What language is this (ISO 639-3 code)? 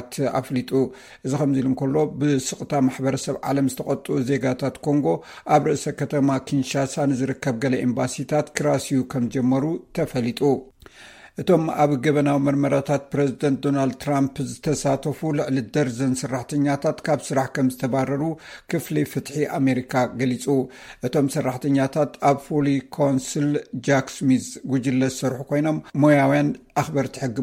tir